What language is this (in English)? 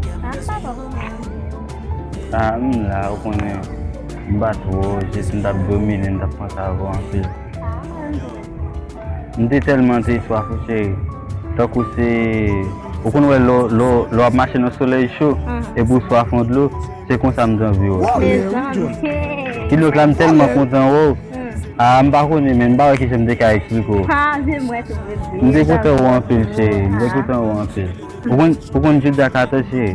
Haitian Creole